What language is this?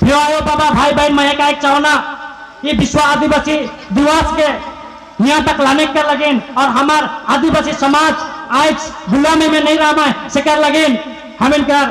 Sadri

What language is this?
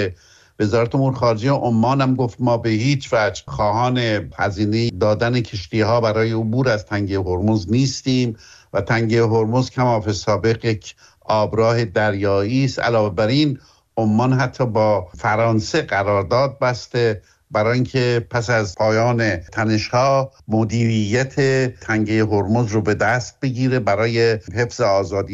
Persian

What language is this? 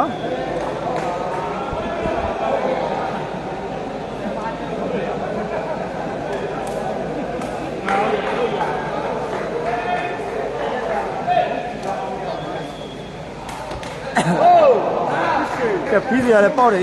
Burmese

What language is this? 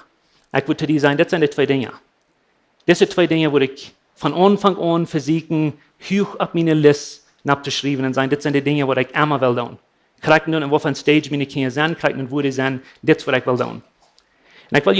Plautdietsch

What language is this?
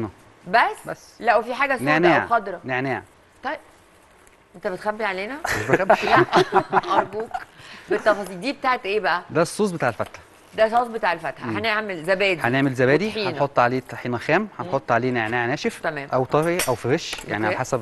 Egyptian Arabic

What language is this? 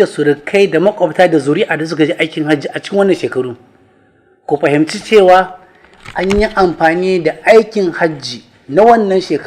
Hausa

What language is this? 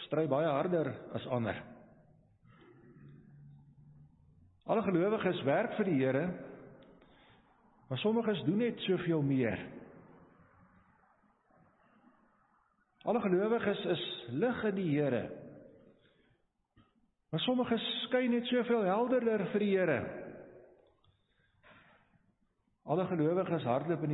Afrikaans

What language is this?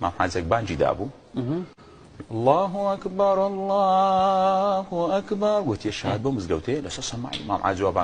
Kurdish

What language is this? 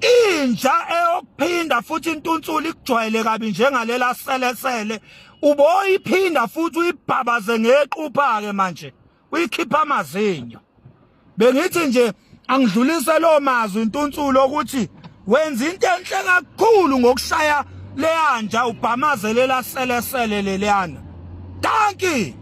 Zulu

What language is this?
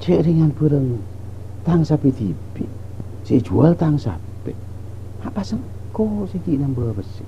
Madurese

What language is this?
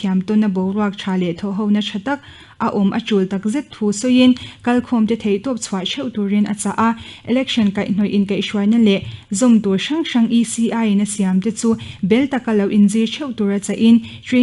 Mizo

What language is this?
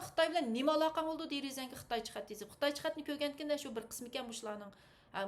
Uyghur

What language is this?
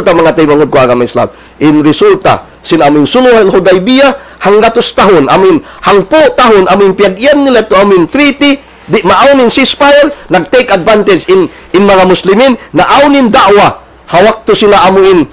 Tausug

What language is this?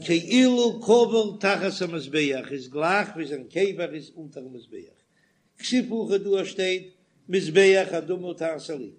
Yiddish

